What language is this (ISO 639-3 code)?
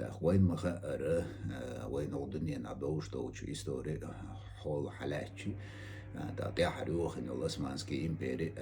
che